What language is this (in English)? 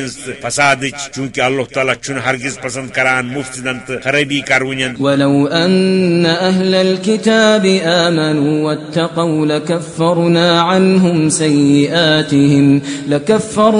Kashmiri